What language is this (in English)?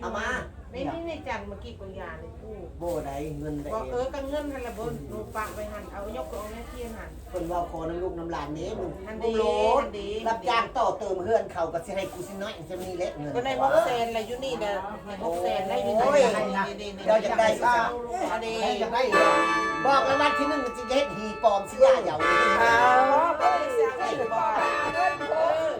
Northeastern Thai